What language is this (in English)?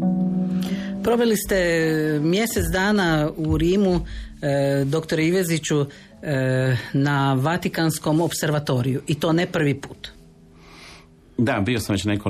Croatian